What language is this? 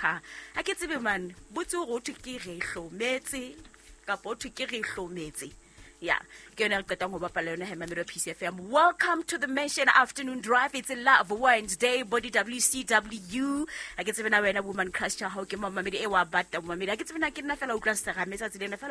Southern Sotho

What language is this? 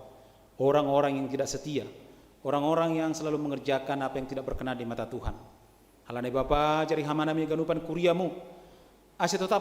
Batak Simalungun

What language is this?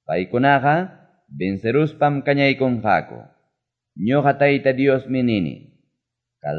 Quechua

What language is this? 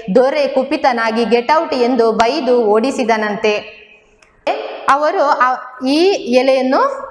Kannada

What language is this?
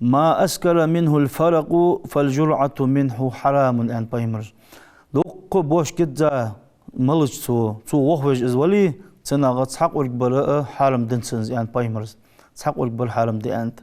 Ingush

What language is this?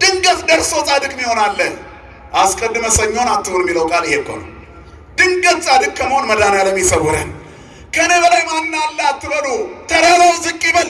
Amharic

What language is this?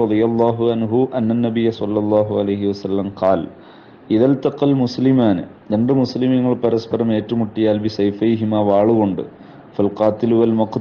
Malayalam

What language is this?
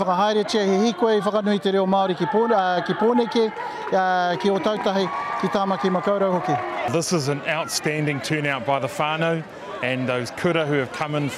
Māori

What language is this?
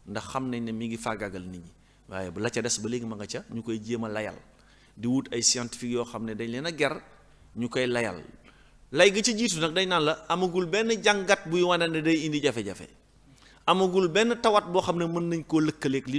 Wolof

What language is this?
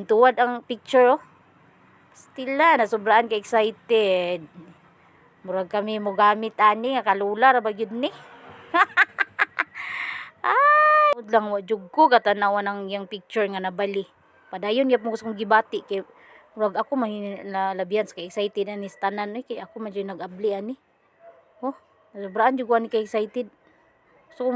Cebuano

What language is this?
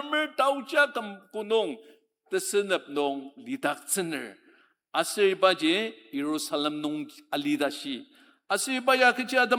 Ao Naga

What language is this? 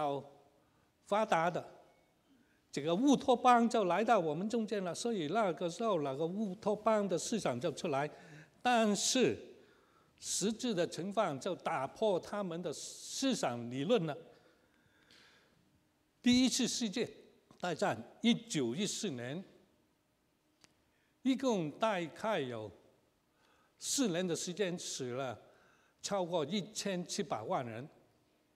Chinese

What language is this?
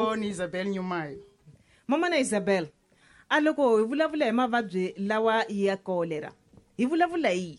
Tsonga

